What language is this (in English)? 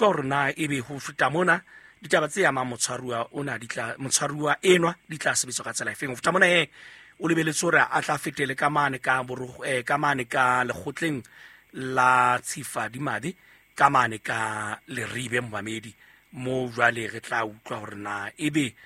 Southern Sotho